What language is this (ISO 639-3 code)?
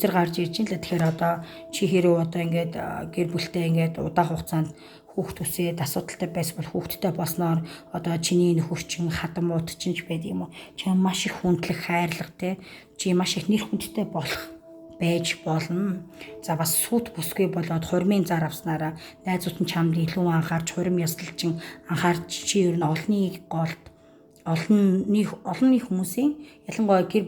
mon